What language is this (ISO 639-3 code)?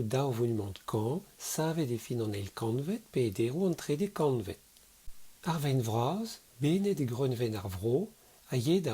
bre